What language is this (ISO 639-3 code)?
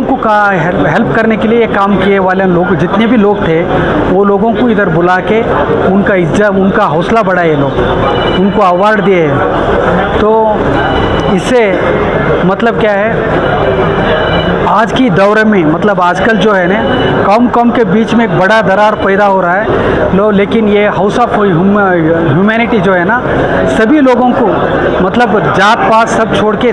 hin